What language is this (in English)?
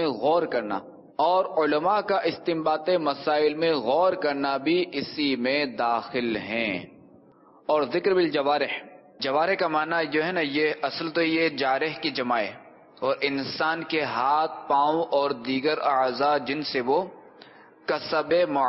Urdu